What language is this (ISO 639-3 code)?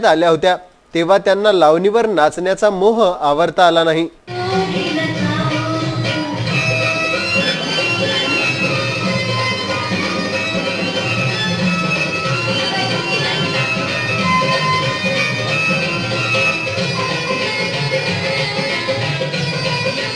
mar